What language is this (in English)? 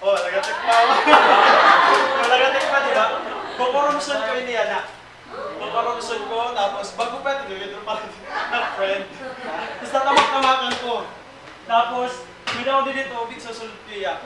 Waray